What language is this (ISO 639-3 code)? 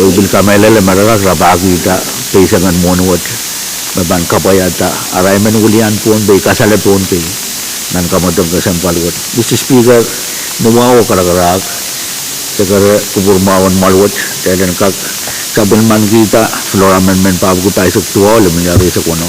pon